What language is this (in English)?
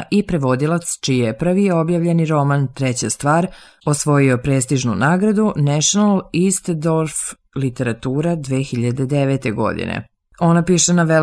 Serbian